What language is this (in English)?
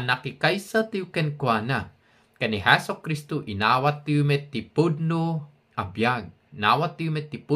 Iloko